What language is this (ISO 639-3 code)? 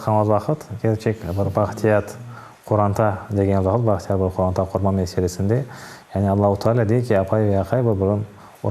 crh